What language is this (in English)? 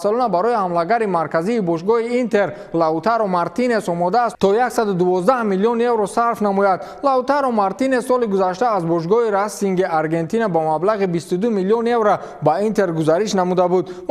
Tajik